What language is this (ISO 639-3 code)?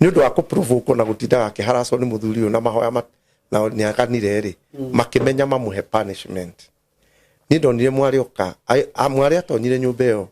kik